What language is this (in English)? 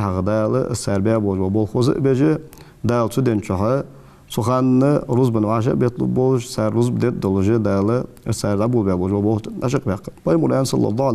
Ingush